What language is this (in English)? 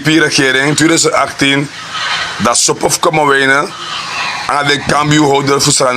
Sranan Tongo